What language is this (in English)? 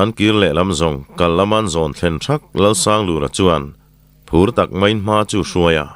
Mizo